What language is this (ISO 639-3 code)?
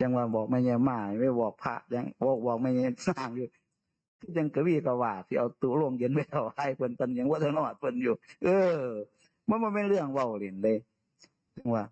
tts